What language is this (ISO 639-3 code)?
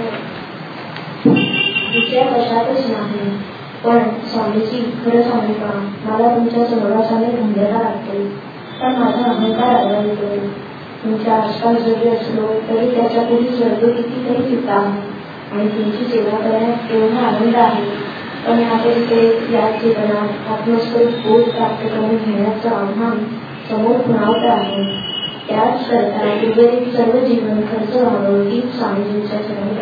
mar